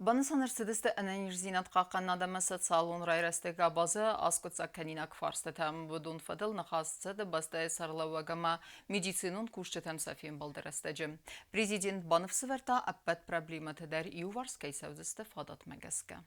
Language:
Ossetic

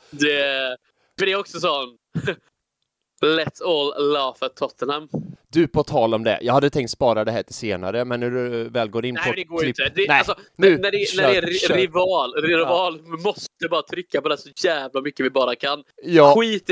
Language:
Swedish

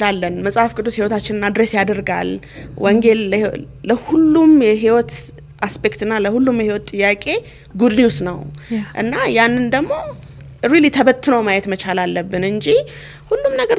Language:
Amharic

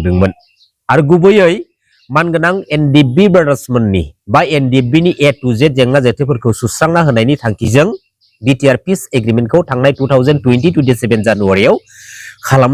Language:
Bodo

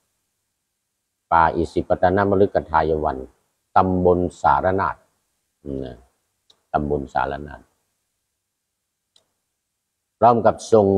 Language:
Thai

